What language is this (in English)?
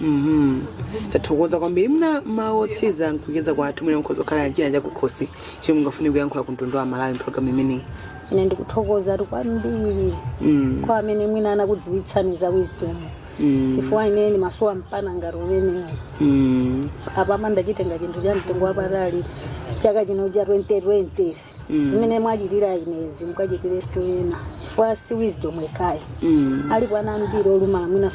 Nyanja